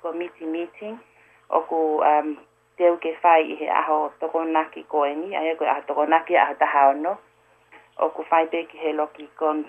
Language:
Tongan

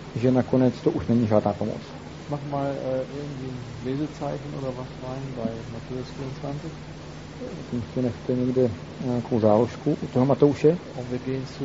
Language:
Czech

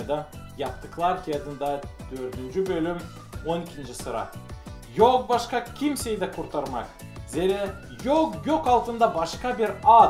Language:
Gagauz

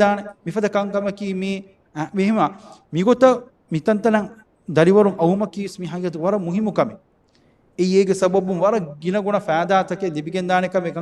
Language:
Divehi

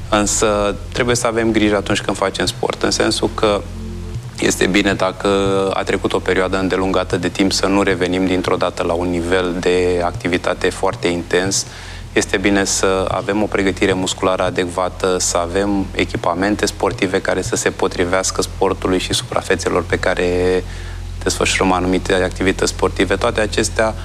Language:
Romanian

